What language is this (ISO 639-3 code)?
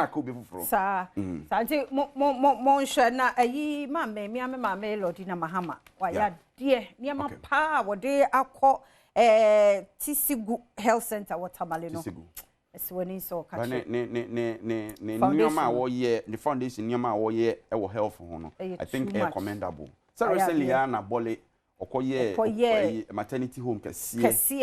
aka